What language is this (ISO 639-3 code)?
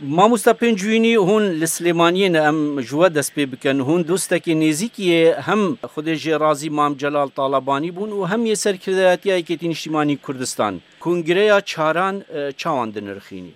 kur